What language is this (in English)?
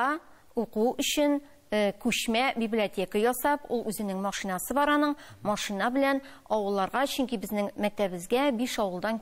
Tatar